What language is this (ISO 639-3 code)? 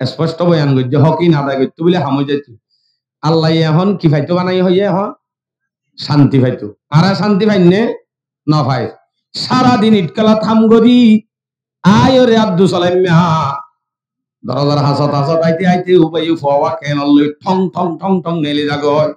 rhg